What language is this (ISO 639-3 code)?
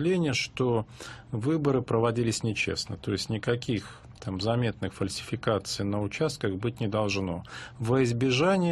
rus